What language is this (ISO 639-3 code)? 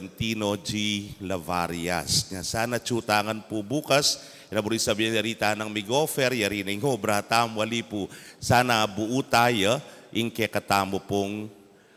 pam